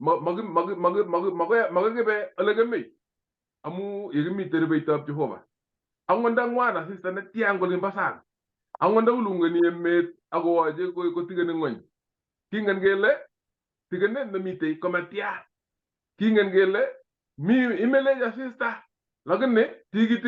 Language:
Kalenjin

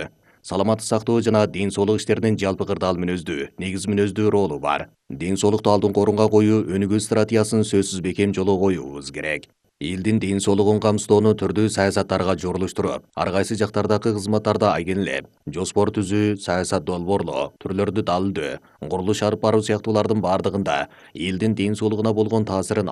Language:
Kyrgyz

